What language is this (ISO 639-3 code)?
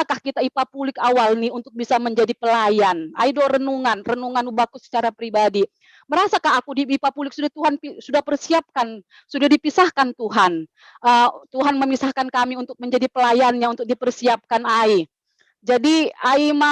bts